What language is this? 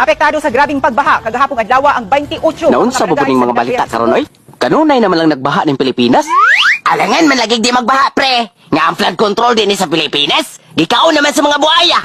Cebuano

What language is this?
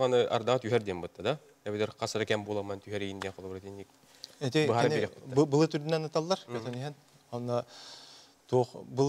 Yakut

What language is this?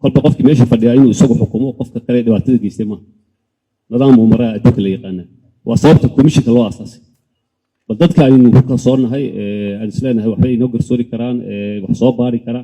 Somali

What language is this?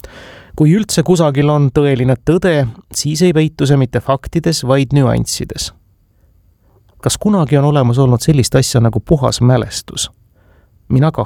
Estonian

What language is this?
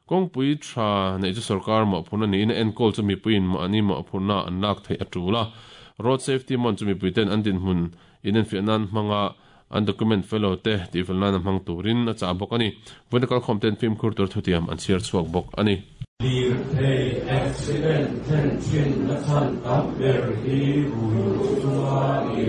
Mizo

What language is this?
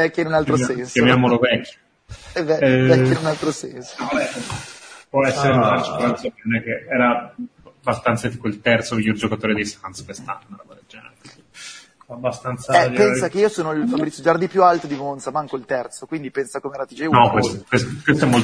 Italian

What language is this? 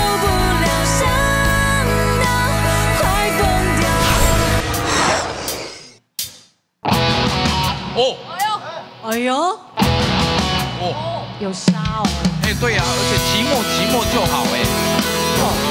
Chinese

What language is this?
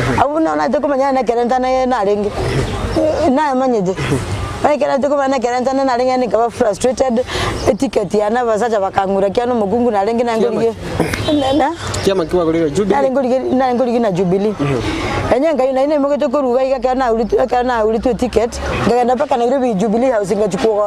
Gusii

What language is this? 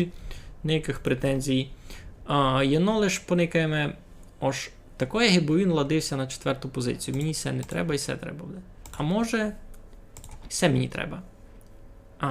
Rusyn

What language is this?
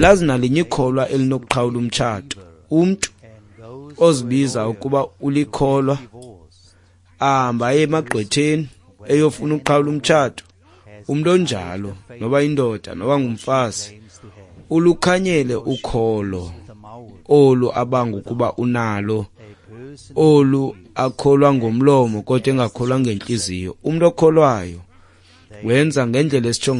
Xhosa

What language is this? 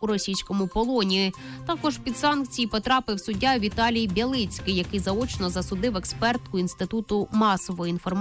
Ukrainian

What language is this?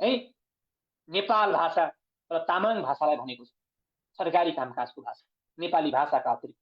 Nepali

